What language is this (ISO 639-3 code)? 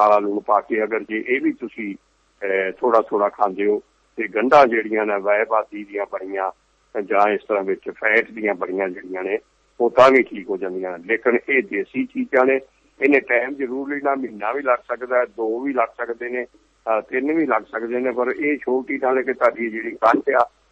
pan